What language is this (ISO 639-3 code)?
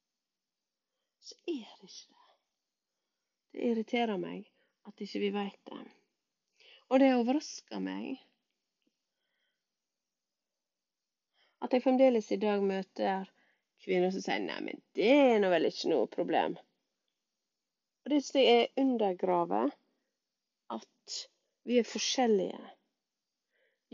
nor